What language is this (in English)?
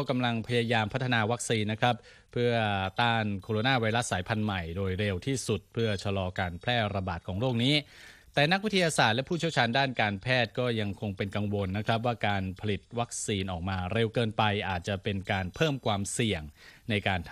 Thai